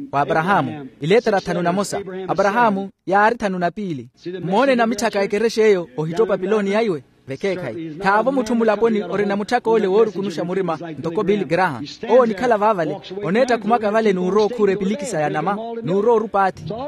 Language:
Makhuwa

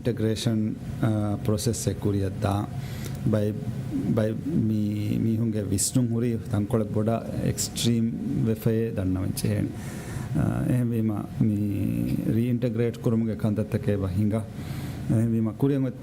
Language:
Divehi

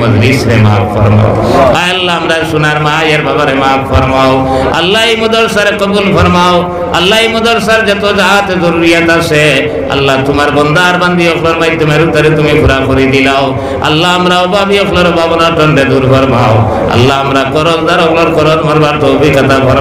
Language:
Sylheti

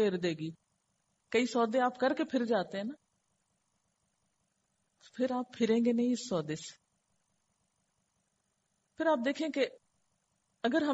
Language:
Urdu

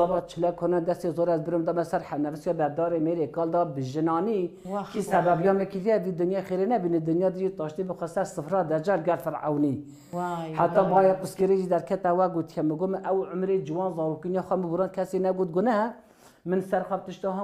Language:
Kurdish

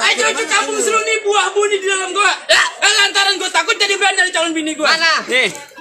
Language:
Betawi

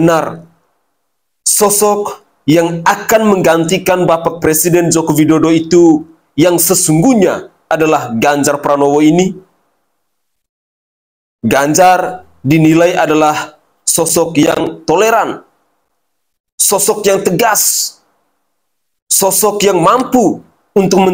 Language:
Indonesian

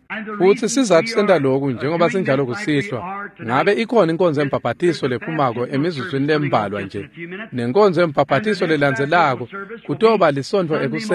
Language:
Swati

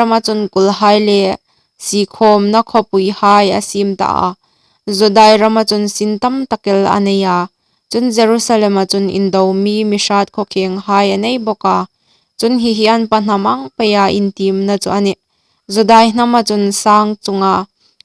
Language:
Hmar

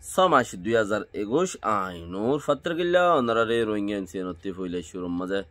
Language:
Rohingya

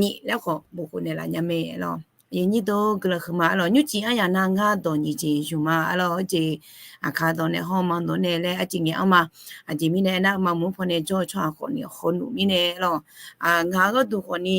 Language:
Akha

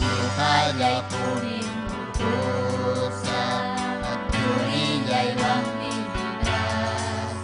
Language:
Ayacucho Quechua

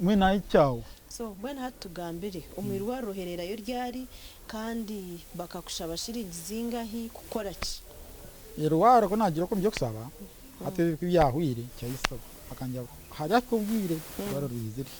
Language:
Nyankole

